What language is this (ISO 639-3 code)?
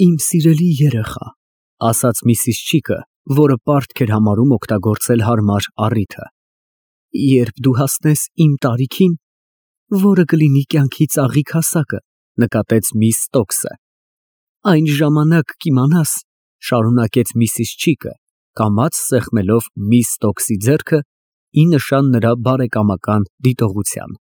hye